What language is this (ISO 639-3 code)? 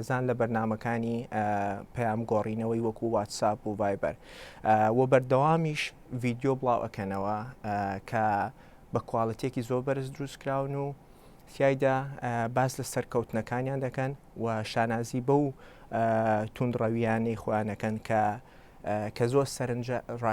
ckb